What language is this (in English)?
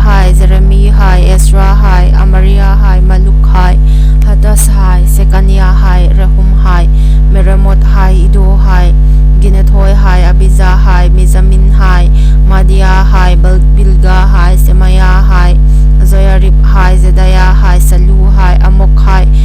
Hmar